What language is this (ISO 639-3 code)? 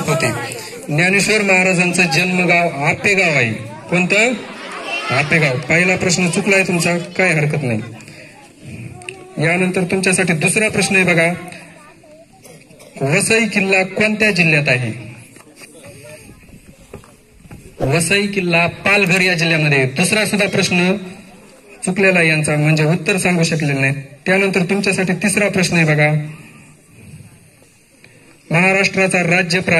mar